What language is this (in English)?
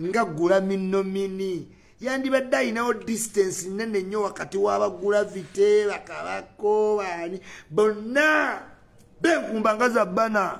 Ganda